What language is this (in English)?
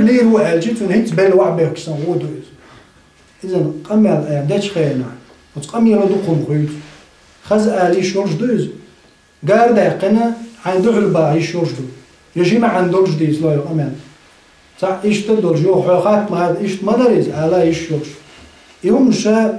Chechen